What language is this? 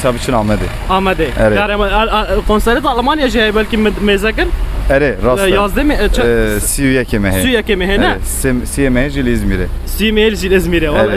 Kurdish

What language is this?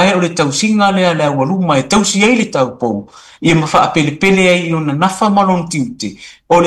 Samoan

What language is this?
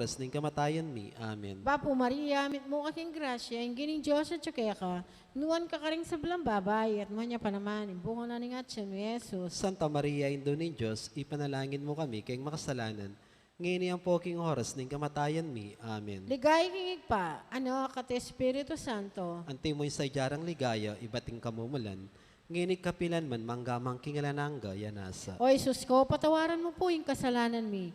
Pampanga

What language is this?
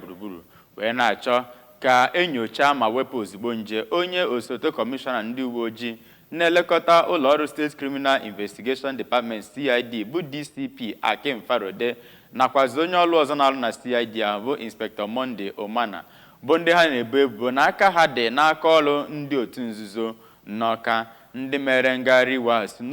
Igbo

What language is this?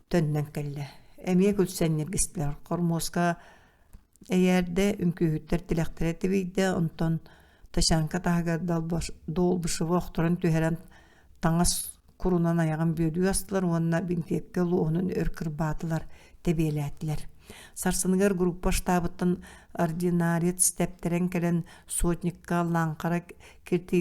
Yakut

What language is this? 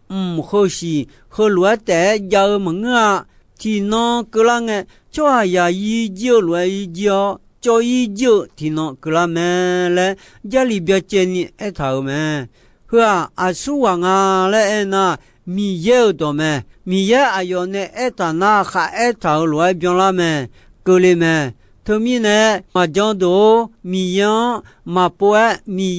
Akha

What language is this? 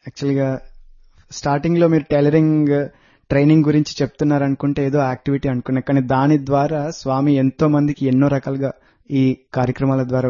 Telugu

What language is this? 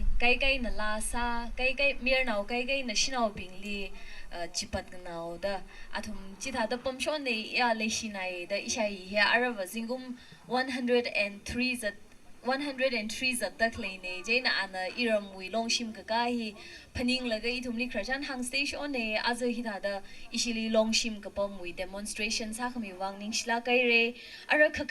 Tangkhul Naga (India)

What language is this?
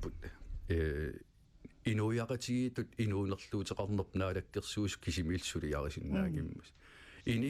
Kalaallisut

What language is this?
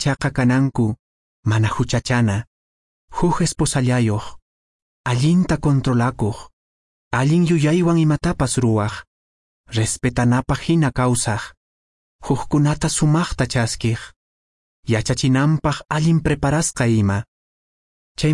Quechua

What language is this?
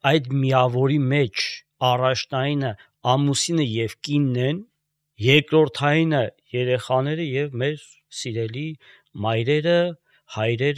Armenian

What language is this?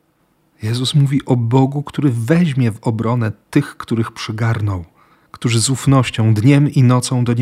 Polish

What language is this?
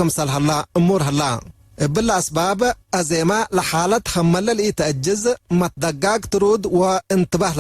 Tigre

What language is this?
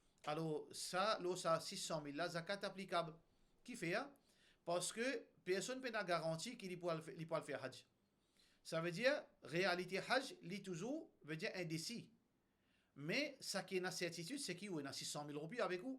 Morisyen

